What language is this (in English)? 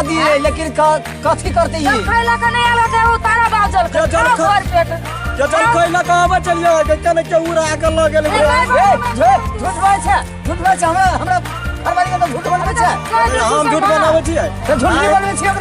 Maithili